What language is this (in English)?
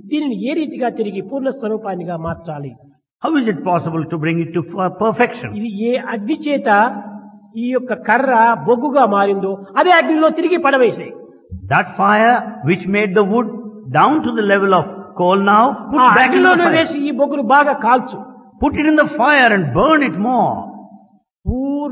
Telugu